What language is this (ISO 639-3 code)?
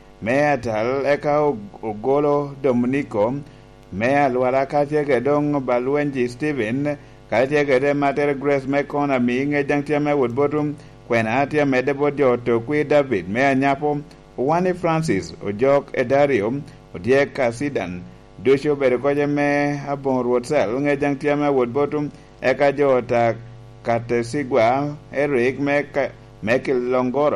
laj